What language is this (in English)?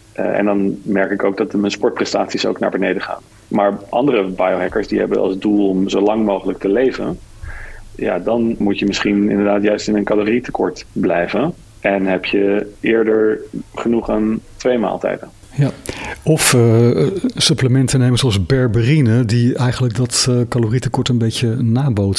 Dutch